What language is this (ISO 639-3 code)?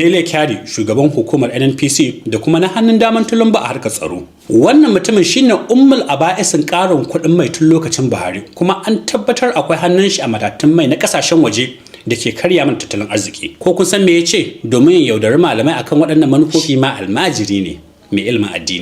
hau